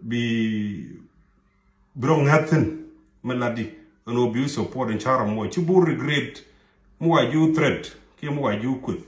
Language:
Nuer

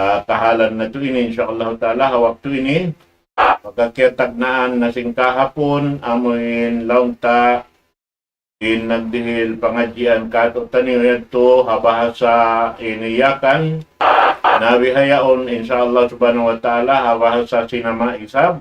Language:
Tausug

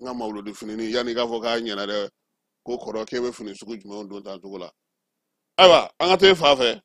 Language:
Bambara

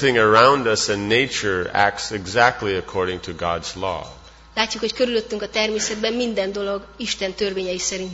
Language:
Hungarian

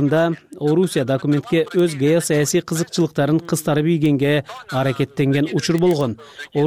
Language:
Kyrgyz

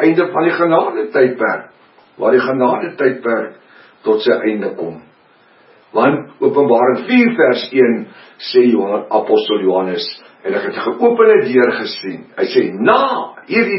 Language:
Afrikaans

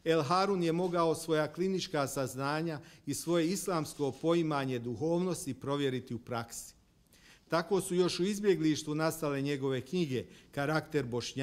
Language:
Bosnian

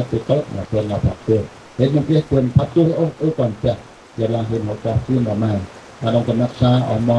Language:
Central Mnong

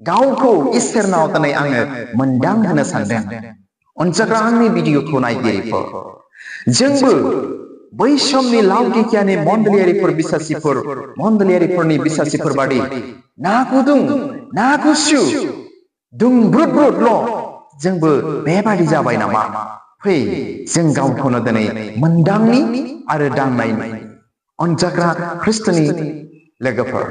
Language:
Bodo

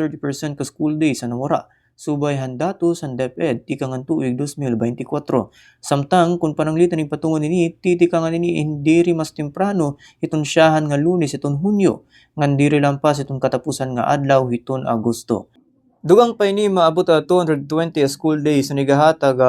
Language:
Waray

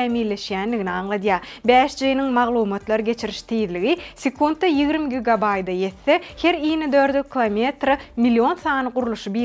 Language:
Turkmen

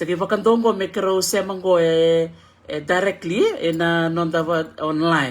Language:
Fijian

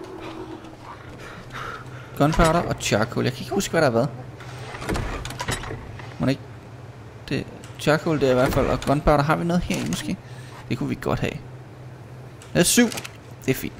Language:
Danish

